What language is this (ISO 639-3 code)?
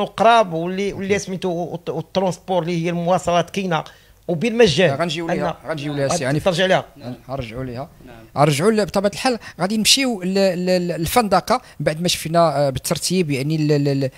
ary